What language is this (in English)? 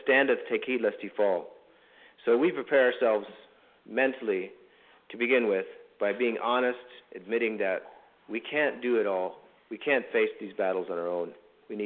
English